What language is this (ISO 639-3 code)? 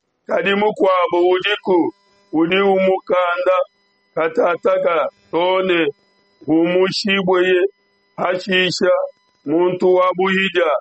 lua